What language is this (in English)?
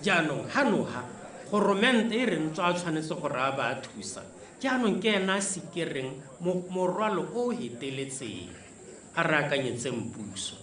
Tswana